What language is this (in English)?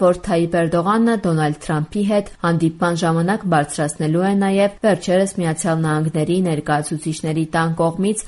Armenian